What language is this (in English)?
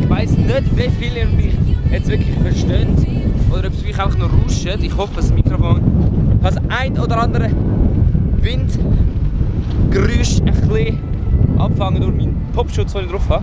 Swiss German